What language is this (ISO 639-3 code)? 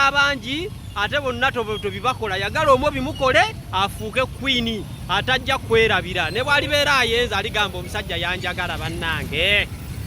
lug